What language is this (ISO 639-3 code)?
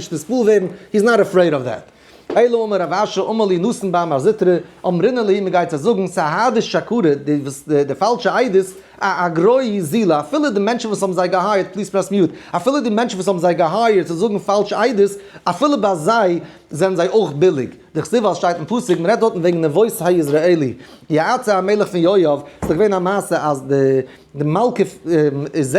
yid